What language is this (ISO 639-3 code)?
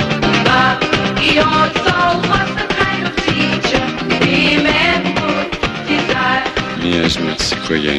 ell